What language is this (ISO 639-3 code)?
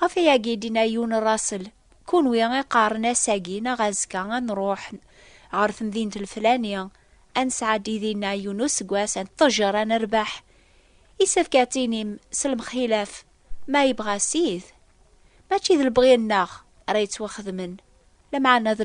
kab